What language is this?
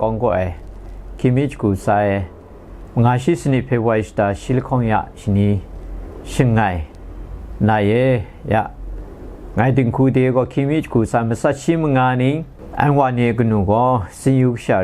Kachin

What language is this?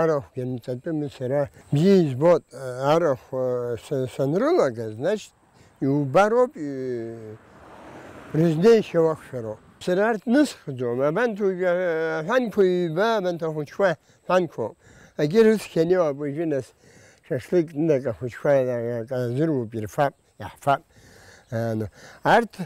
Abkhazian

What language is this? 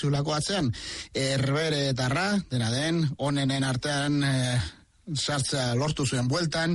Basque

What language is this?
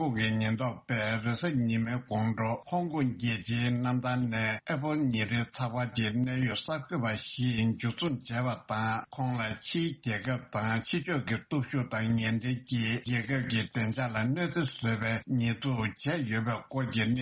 Tibetan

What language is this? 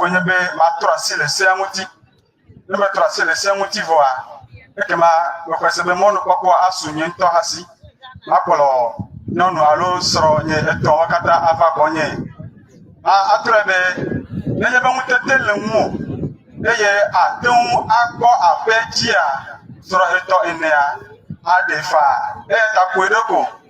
Ewe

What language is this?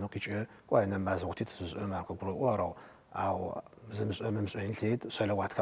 Adyghe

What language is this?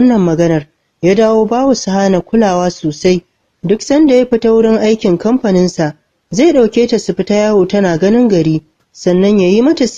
Hausa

